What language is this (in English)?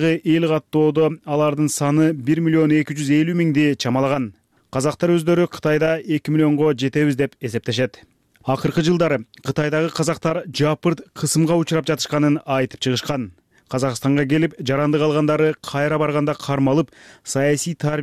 Kyrgyz